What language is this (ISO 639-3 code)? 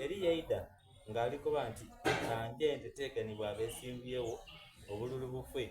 xog